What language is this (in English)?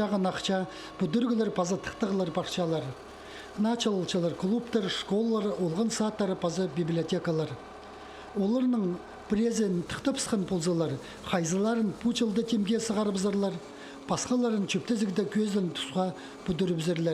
Khakas